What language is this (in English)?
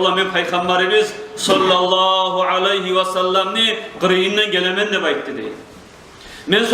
Kumyk